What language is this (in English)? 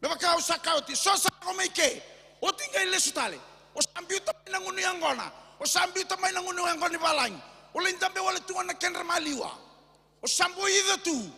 Fijian